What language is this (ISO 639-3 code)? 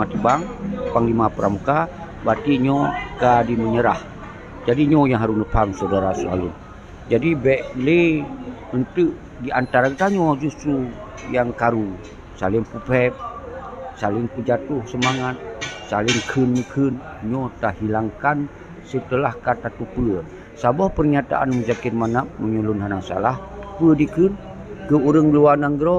ace